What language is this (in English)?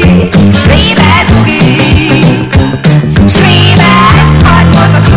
Hungarian